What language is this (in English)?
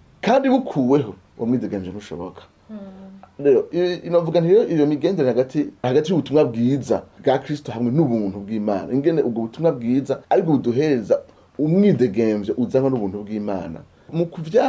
Rundi